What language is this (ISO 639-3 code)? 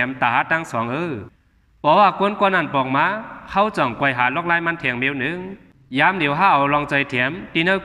shn